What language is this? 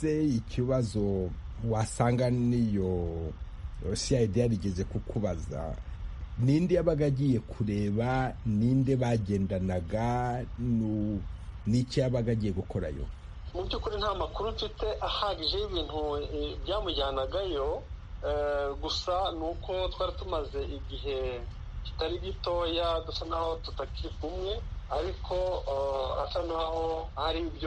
Kinyarwanda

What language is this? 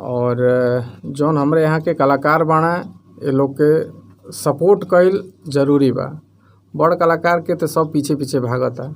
Bhojpuri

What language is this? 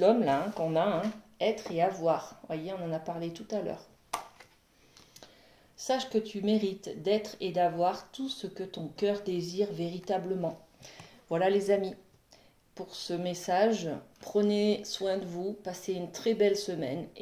French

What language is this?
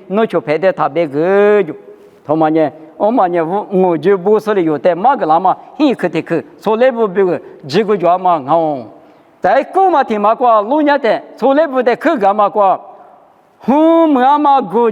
Lisu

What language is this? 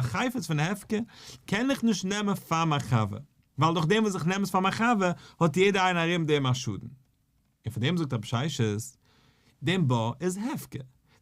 Yiddish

